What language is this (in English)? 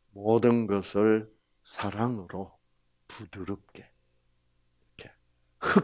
Korean